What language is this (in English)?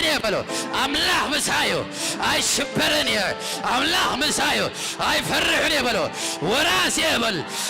Tigrinya